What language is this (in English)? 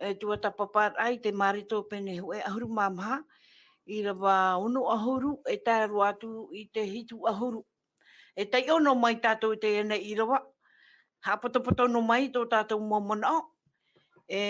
Tahitian